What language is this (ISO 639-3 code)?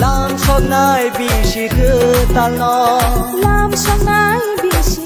trp